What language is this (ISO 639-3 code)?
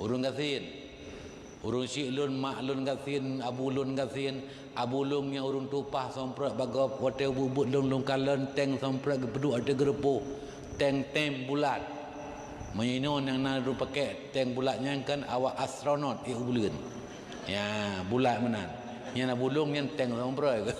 ace